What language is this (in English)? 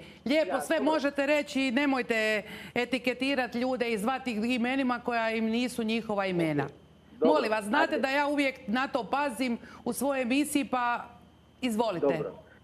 Croatian